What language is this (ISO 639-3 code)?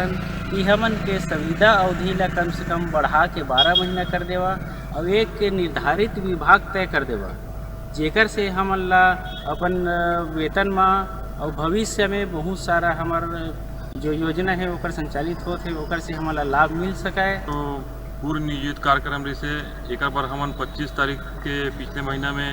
hne